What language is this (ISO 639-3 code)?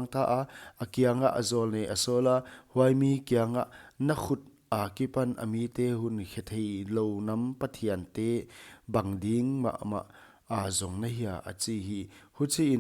pck